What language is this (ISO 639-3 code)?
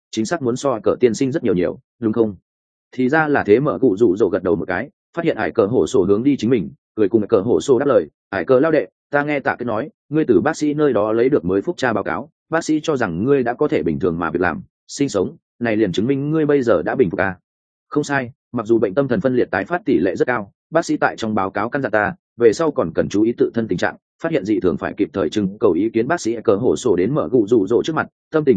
vie